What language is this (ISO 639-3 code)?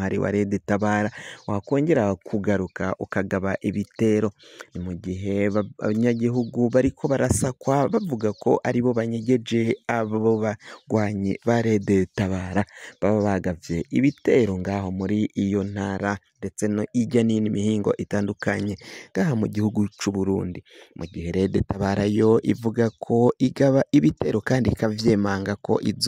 run